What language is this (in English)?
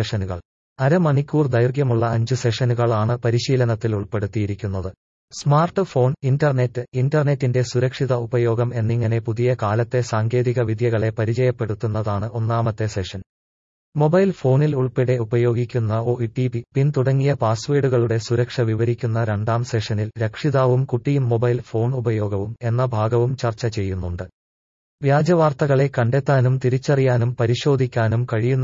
Malayalam